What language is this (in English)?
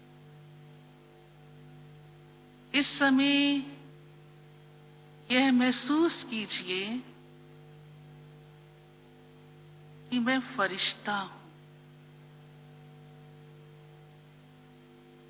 Hindi